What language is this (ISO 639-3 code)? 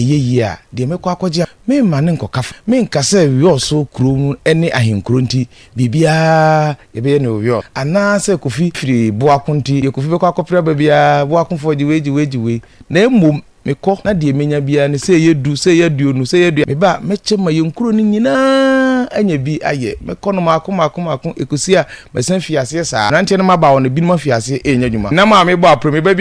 aka